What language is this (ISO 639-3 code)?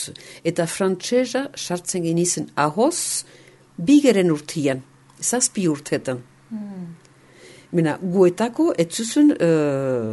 eus